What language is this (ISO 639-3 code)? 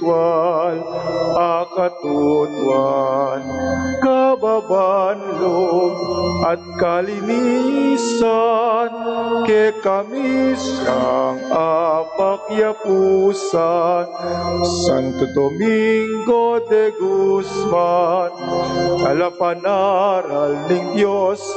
pam